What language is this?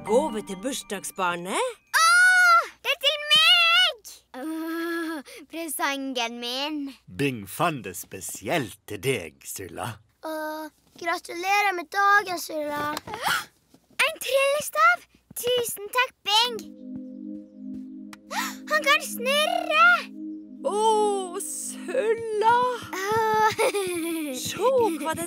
Norwegian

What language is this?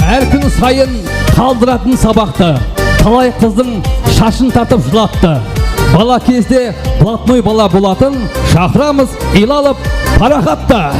Kara-Kalpak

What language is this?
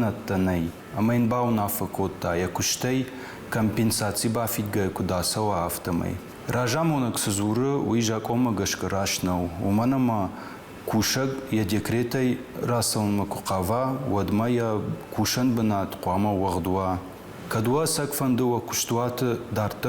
Ossetic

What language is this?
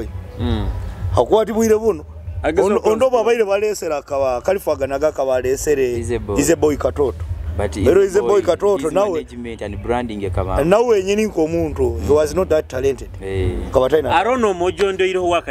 Nyoro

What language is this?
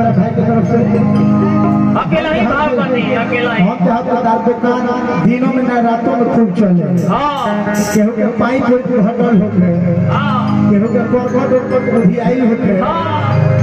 Bhojpuri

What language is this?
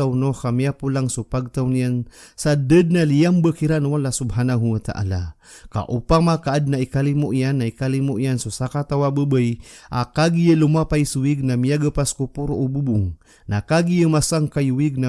Maranao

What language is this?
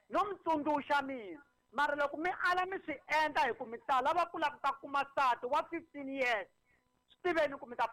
Tsonga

